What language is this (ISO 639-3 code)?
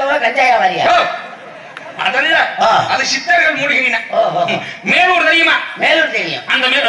tam